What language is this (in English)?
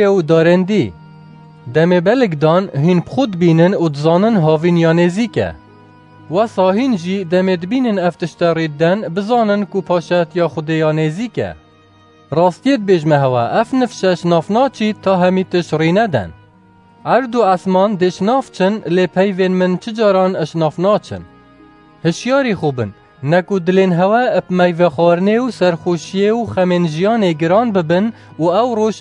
Kurdish